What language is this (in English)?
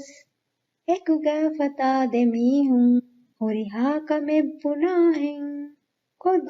Divehi